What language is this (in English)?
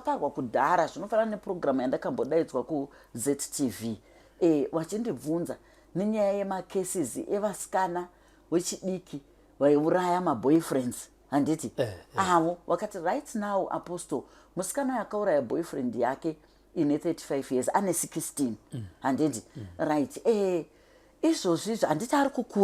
Shona